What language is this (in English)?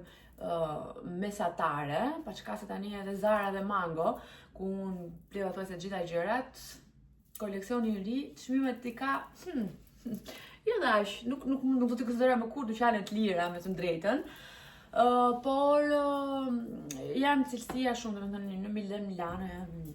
Albanian